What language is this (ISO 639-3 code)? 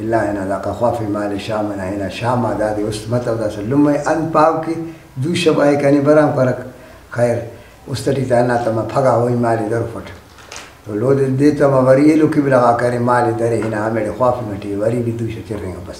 brh